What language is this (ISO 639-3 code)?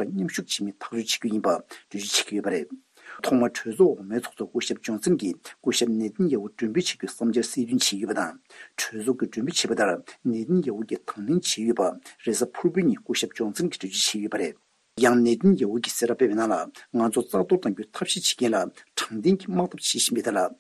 bod